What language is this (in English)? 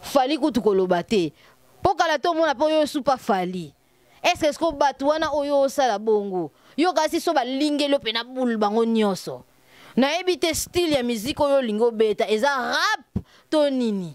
Lingala